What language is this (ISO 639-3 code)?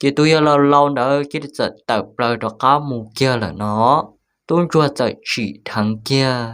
hmn